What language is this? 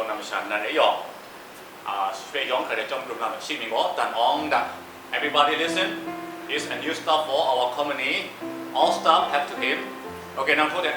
Kachin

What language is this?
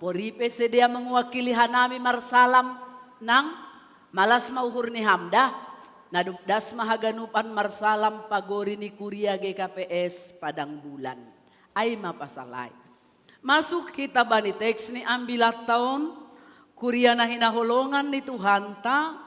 Batak Simalungun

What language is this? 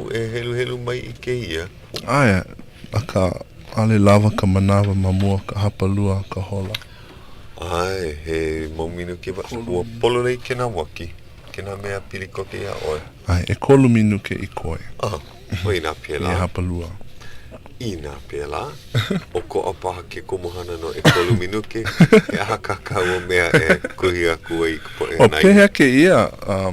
Hawaiian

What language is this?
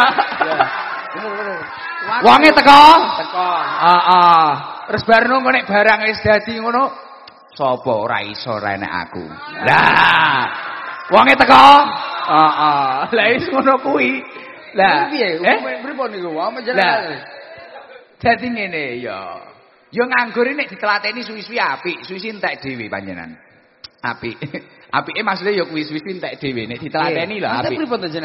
Javanese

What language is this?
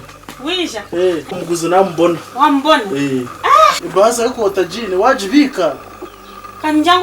Nyankole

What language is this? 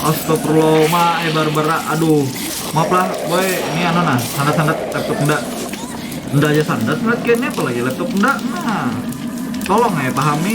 Banjar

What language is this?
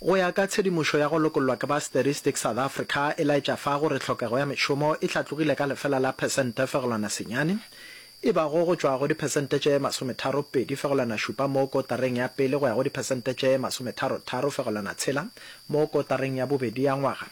Northern Sotho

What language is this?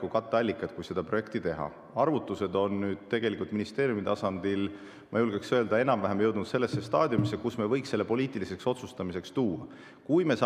Estonian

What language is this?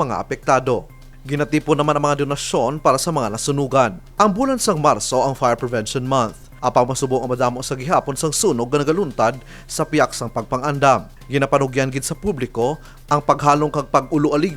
Hiligaynon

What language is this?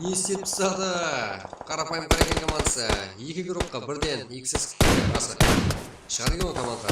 Kara-Kalpak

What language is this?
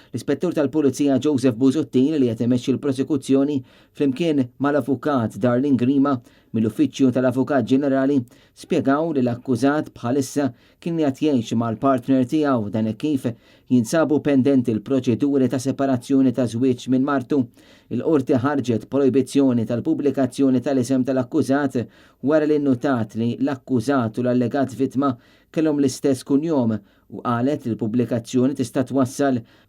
Maltese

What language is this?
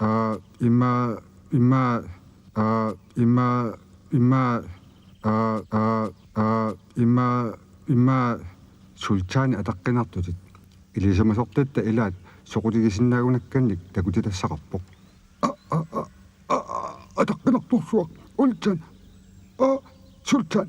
Kalaallisut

